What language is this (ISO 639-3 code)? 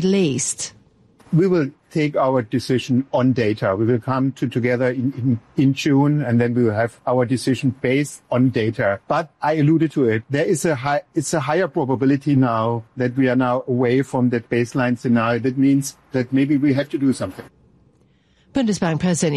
eng